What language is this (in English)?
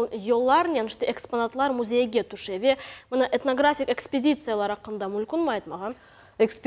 Crimean Tatar